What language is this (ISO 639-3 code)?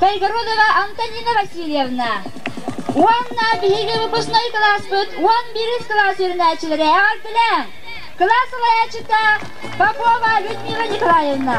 sah